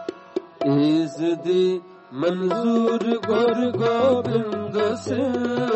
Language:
Punjabi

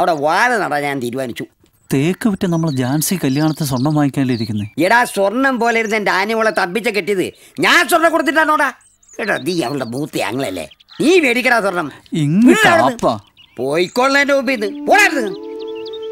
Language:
Malayalam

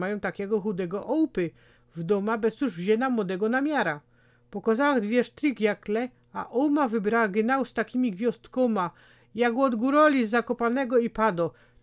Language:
Silesian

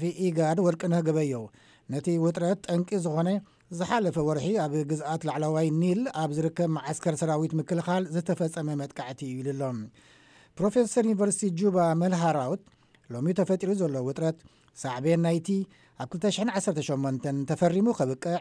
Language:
Tigrinya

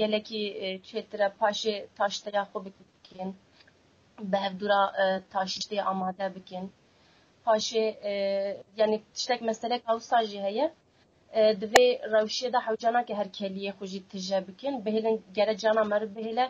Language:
Kurdish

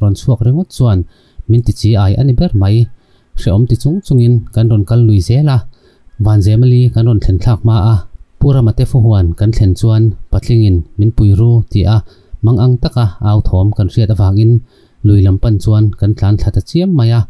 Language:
Mizo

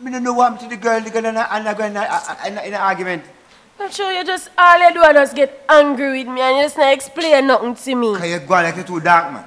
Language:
Jamaican Creole English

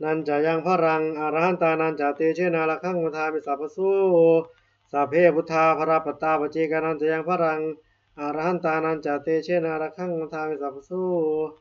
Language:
Pali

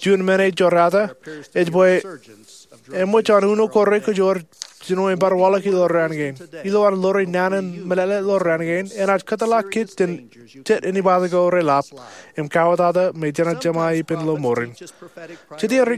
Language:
Marshallese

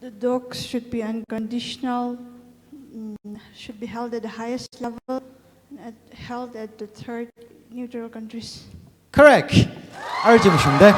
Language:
Tangkhul Naga (India)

